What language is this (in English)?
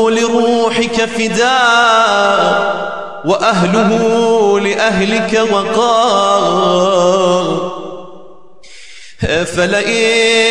Arabic